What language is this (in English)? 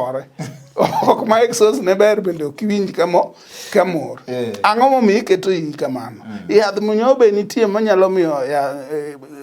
Luo (Kenya and Tanzania)